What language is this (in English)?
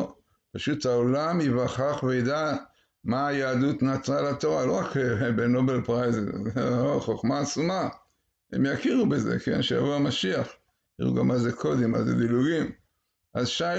Hebrew